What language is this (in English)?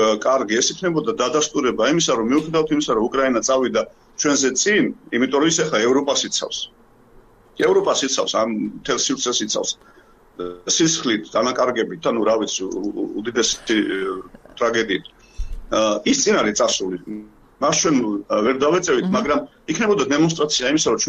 Georgian